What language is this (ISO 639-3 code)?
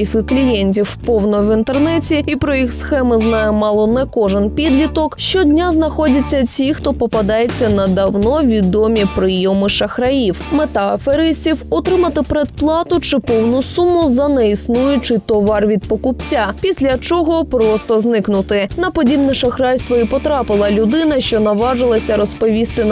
ukr